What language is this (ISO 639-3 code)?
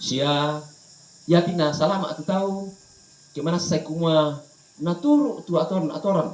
sda